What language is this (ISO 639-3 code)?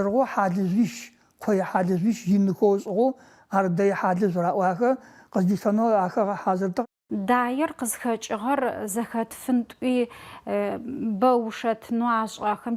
ady